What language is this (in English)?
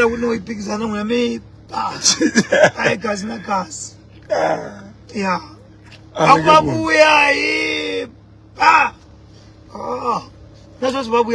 Tsonga